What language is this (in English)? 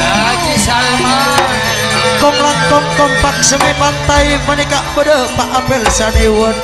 Madurese